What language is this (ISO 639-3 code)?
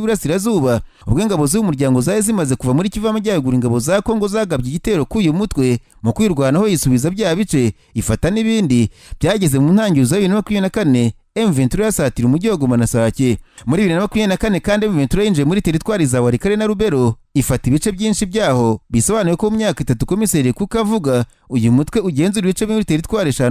kin